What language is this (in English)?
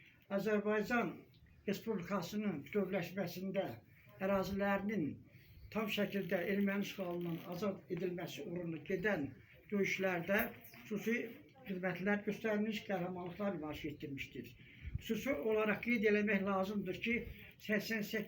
Azerbaijani